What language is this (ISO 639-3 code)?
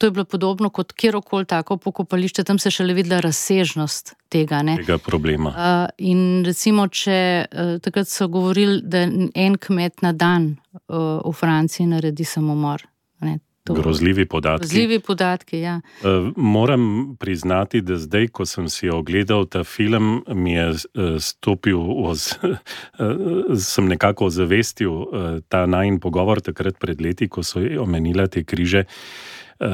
slv